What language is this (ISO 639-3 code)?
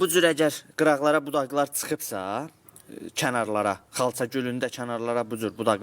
aze